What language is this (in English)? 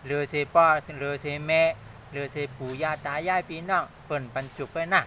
Shan